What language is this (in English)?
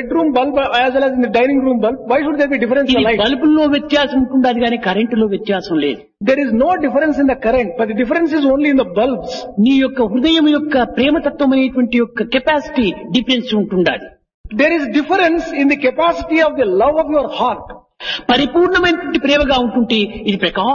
Telugu